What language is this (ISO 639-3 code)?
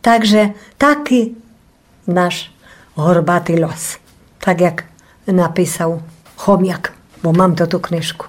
rue